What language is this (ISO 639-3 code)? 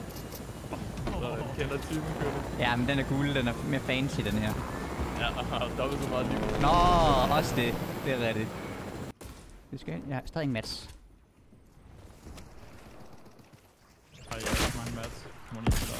dan